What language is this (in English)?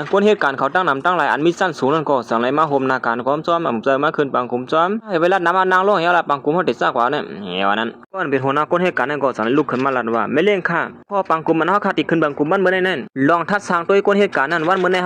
Shan